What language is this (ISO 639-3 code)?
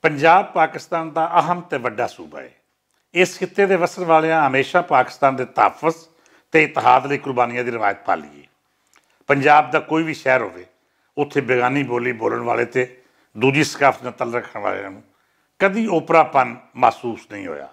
lah